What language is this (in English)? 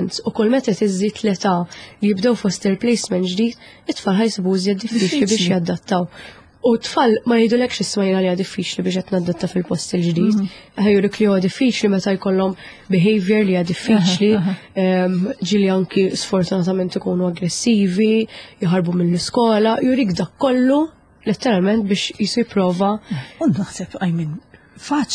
Maltese